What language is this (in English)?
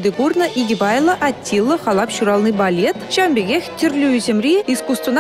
Chuvash